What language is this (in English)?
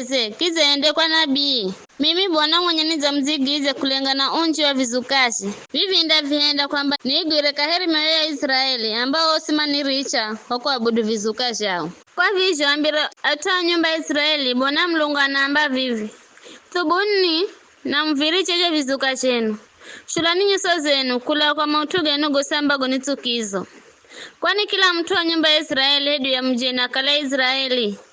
Giryama